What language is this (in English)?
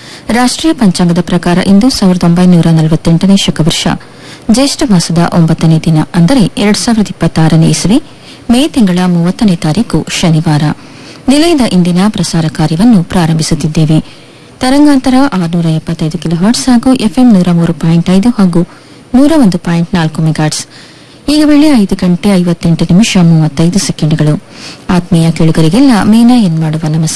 Kannada